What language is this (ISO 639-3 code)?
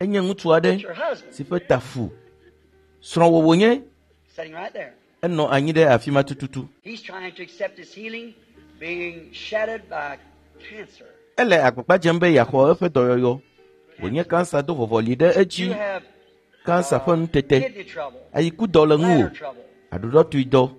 ewe